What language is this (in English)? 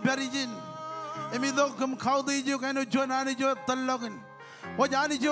Marshallese